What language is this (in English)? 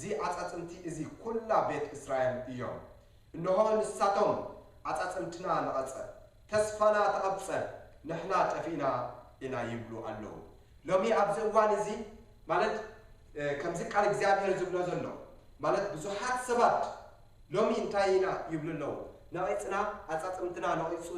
Tigrinya